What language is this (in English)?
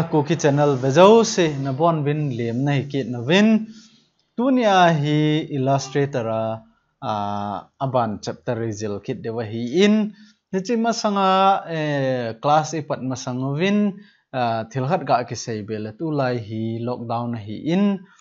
Thado Chin